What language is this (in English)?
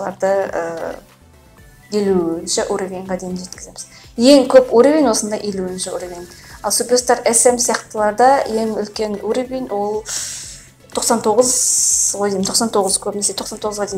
Kazakh